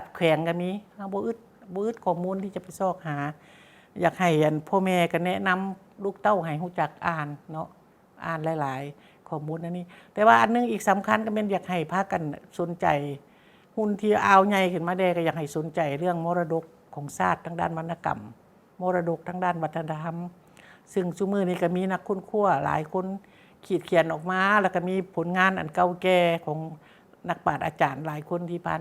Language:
Lao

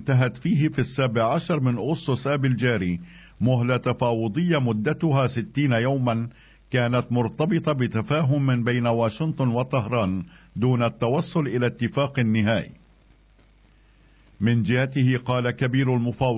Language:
Arabic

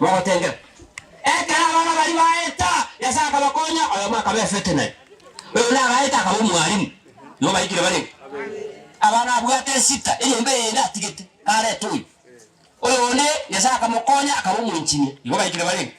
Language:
Gusii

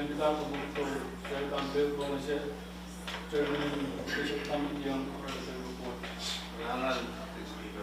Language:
Pohnpeian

